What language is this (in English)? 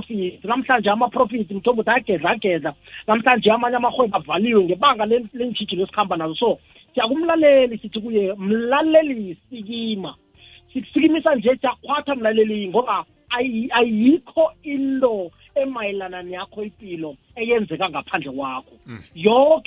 South Ndebele